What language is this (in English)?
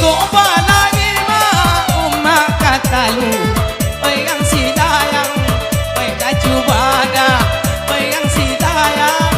Minangkabau